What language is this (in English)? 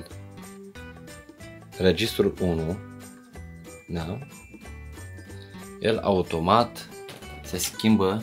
Romanian